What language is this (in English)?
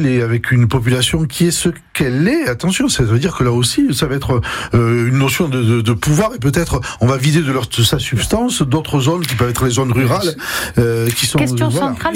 French